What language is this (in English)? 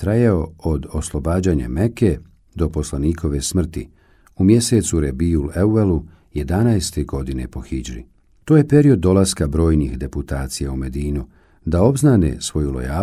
Bosnian